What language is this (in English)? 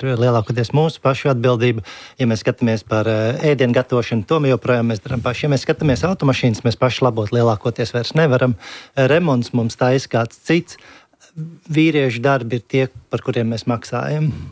Latvian